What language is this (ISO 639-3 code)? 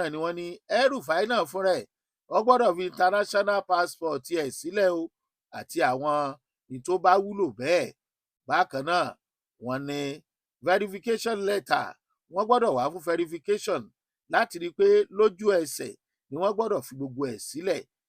yor